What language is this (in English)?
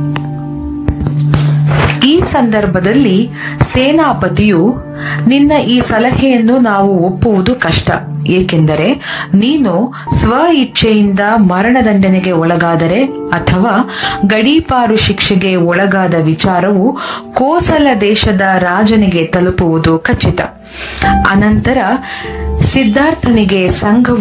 Kannada